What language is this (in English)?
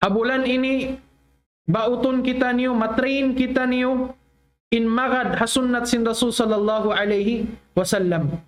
Tausug